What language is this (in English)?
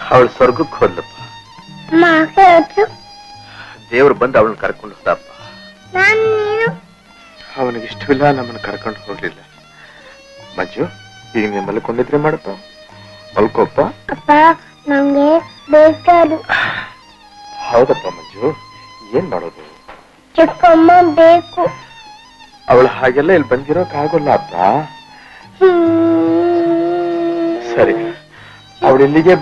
Kannada